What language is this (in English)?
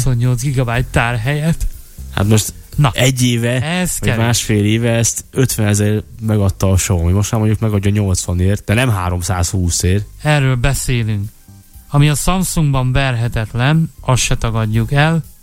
Hungarian